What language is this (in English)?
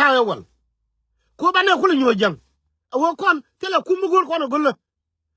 Nuer